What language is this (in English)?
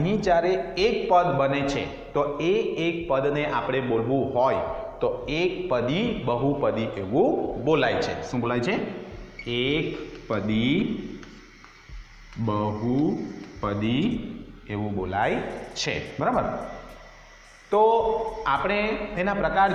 Gujarati